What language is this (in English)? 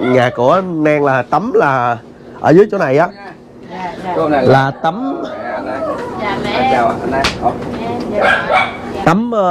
Vietnamese